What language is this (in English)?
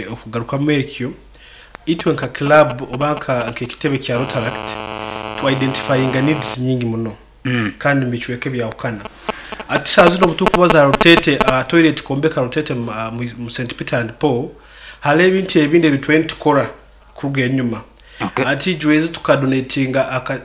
Nyoro